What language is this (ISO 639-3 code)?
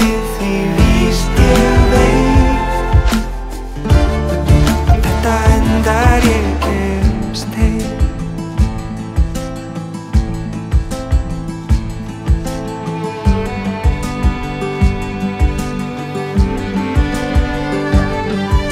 isl